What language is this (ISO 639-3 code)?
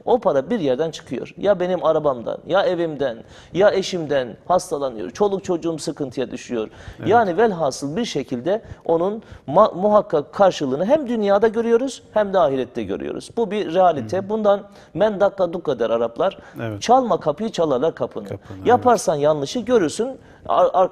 tur